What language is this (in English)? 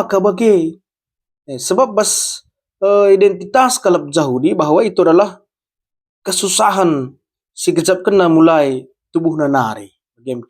Batak Karo